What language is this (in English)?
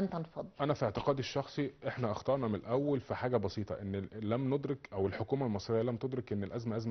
Egyptian Arabic